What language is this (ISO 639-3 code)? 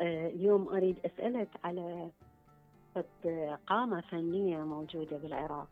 acm